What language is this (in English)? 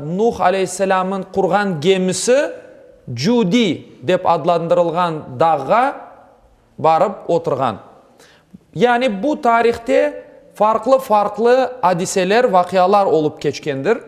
Crimean Tatar